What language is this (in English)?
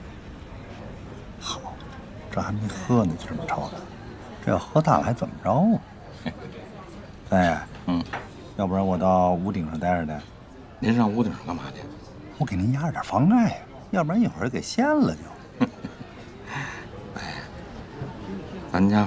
Chinese